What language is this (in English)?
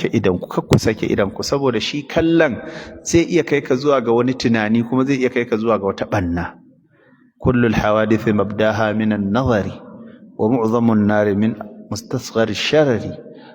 Hausa